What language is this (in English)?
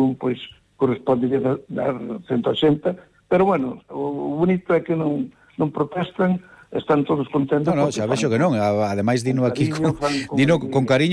Galician